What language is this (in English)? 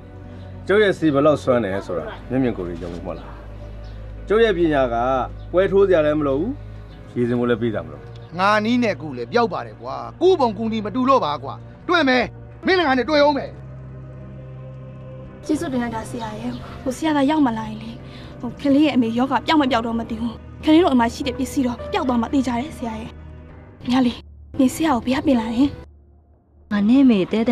Burmese